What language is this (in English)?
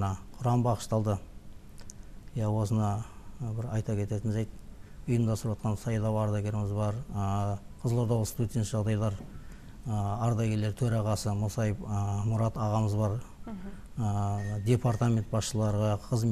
Kazakh